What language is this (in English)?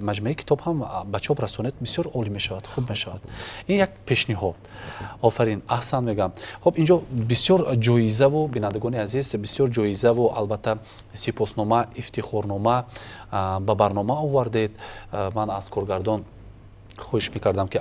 Tajik